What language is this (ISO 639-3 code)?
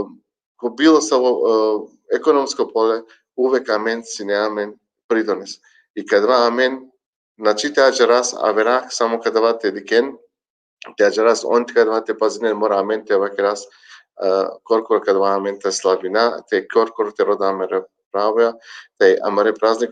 rmn